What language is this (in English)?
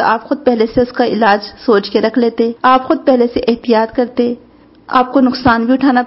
Urdu